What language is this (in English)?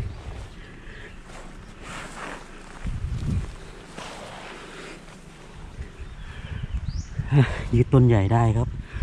Thai